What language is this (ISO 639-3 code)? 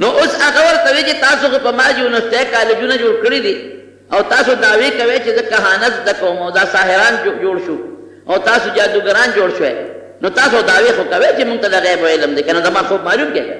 pus